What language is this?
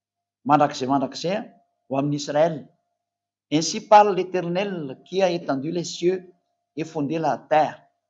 Malagasy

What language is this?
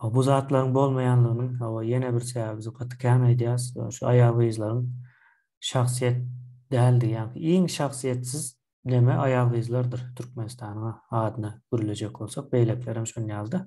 Turkmen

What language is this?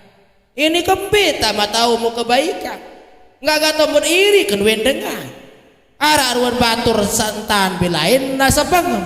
Sasak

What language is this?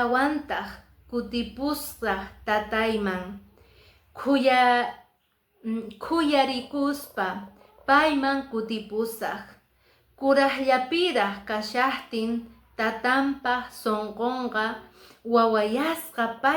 Quechua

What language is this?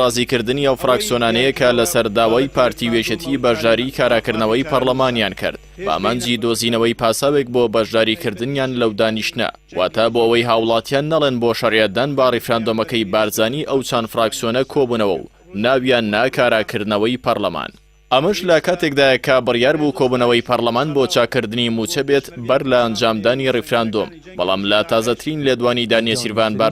Central Kurdish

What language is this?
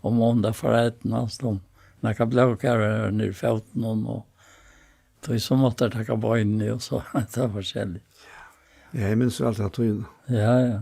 Faroese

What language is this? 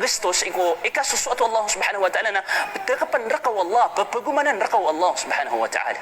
Maranao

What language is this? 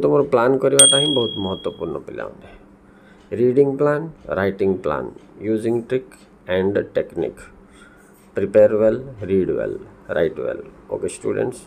Odia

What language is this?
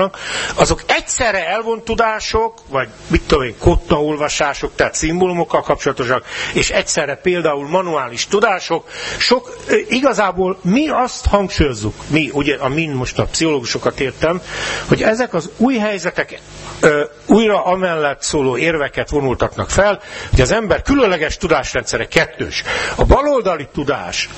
Hungarian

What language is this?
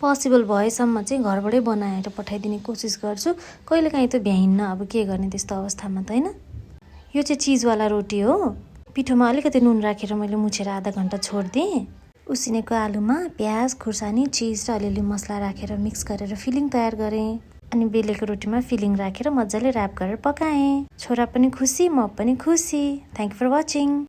Nepali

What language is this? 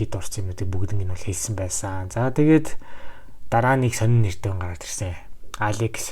Mongolian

